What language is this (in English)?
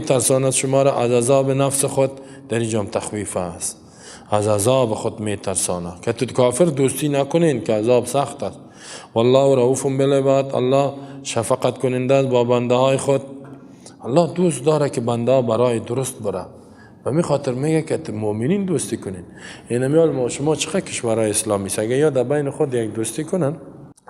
Persian